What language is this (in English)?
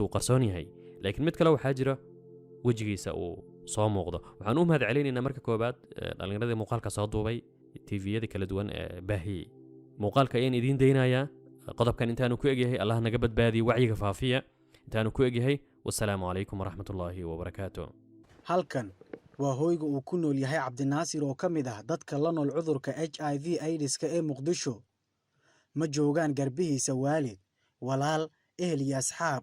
Somali